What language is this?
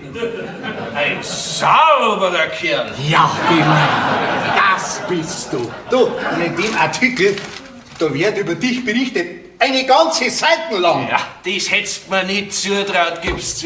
Bavarian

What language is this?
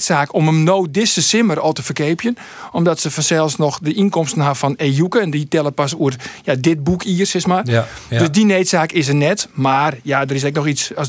Western Frisian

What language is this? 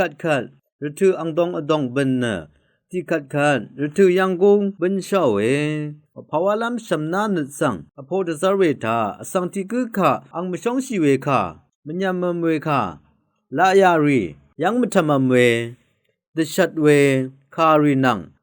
Rawang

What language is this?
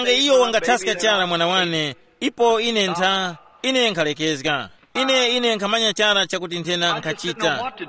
Tumbuka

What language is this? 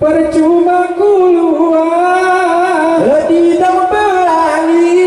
Gayo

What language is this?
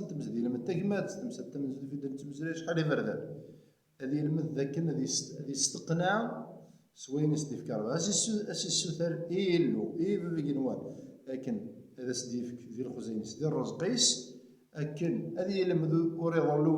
Kabyle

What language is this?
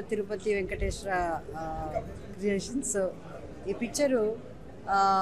Telugu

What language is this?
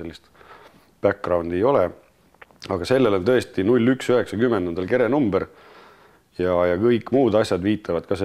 Estonian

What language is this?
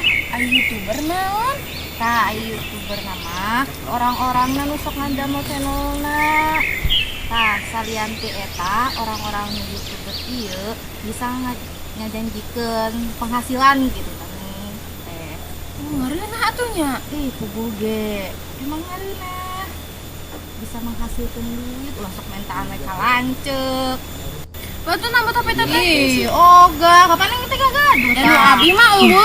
Sundanese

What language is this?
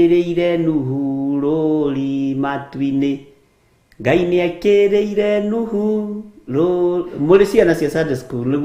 Kikuyu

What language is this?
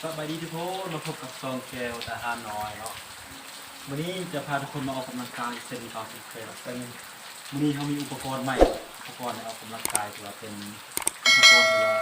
Lao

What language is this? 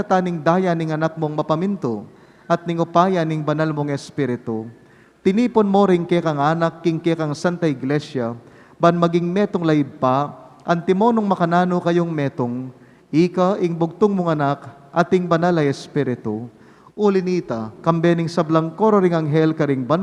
Pampanga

